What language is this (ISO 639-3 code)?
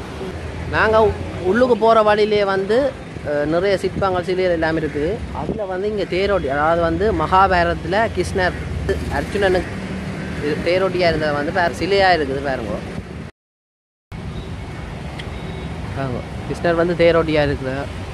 tam